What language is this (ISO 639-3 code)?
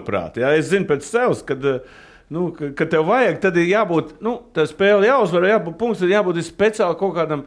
lav